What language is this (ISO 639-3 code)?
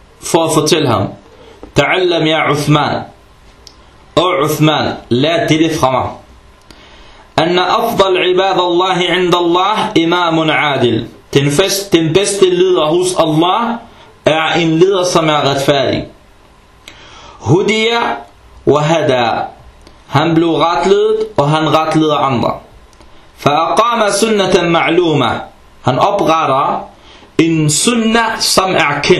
dan